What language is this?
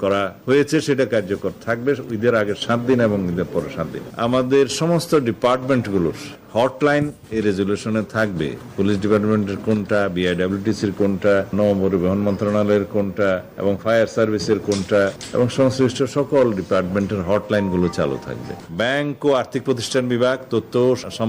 Bangla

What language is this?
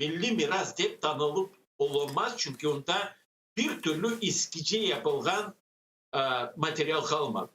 Crimean Tatar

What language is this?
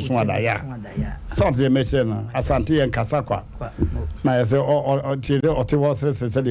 Akan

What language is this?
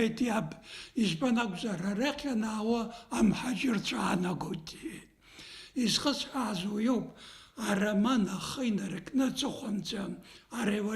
Abkhazian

